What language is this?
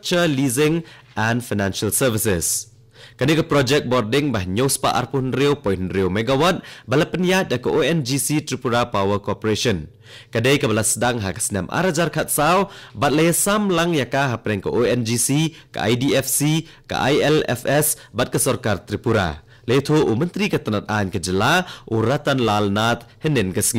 Khasi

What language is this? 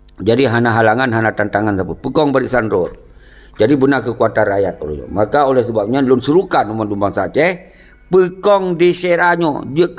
Achinese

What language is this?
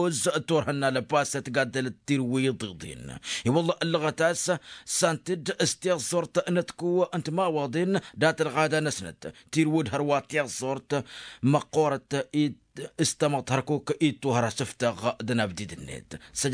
Tamasheq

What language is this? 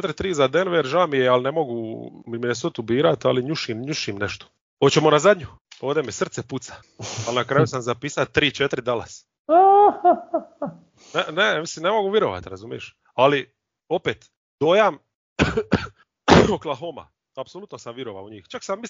Croatian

